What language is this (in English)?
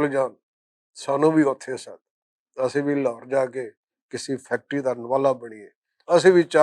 Western Panjabi